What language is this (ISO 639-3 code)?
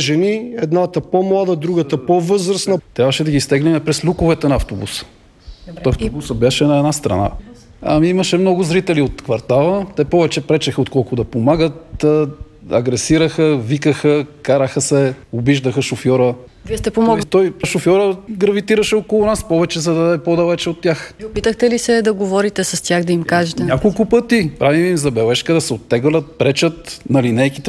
bul